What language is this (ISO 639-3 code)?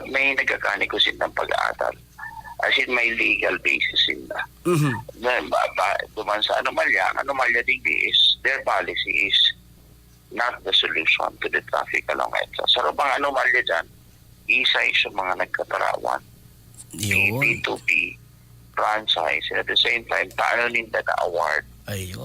bik